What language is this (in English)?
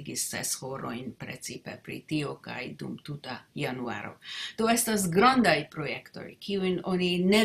Esperanto